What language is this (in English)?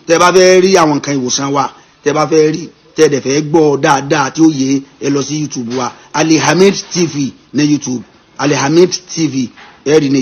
Yoruba